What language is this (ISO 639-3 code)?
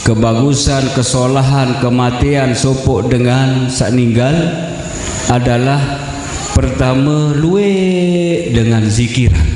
sas